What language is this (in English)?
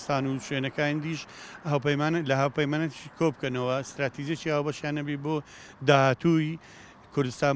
Central Kurdish